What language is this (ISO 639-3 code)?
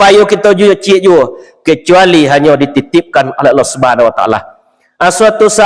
min